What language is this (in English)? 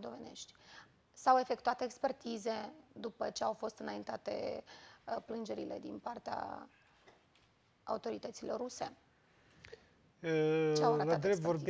Romanian